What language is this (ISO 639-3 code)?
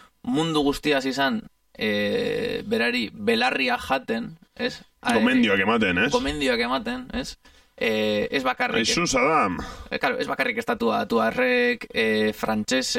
eus